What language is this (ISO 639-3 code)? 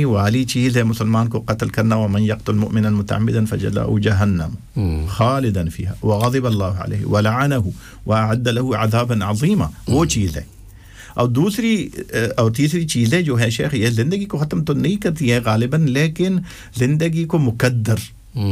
urd